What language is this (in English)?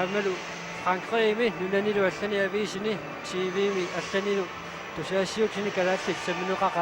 Kalaallisut